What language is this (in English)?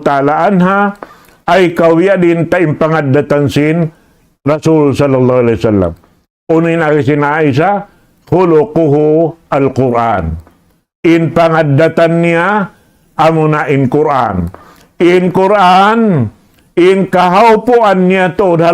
Tausug